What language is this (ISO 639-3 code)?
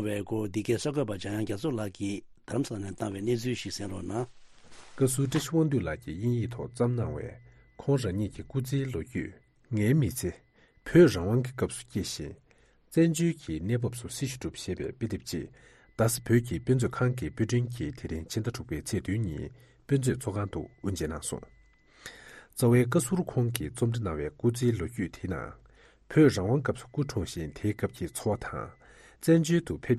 bod